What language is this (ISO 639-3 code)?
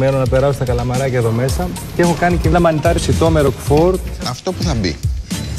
ell